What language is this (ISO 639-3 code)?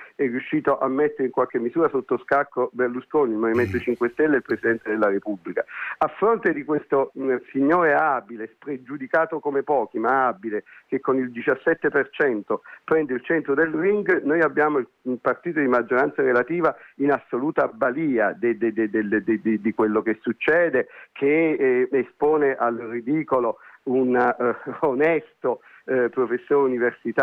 ita